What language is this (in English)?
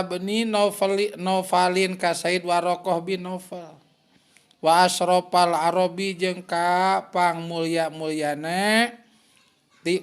Sundanese